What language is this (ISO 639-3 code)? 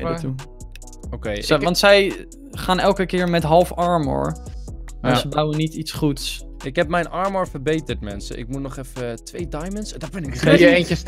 nld